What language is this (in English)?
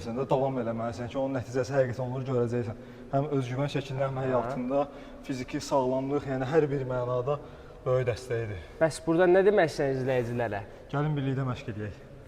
Azerbaijani